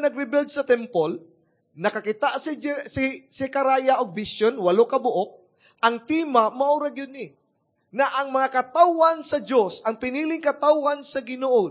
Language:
Cebuano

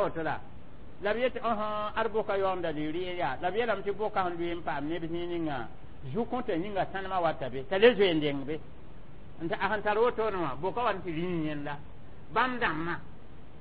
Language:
Mossi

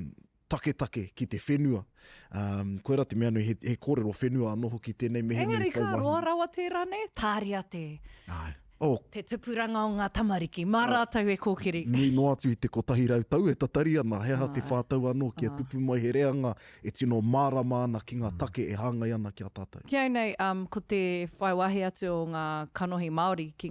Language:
Māori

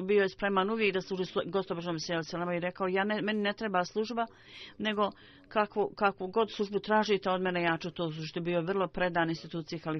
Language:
Bosnian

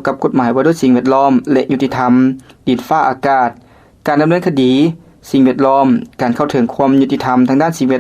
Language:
Lao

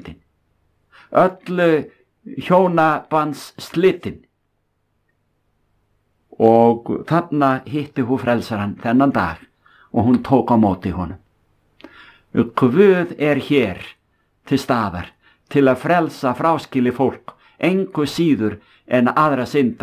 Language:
Icelandic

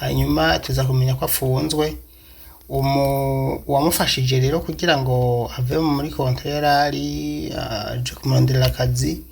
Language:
Rundi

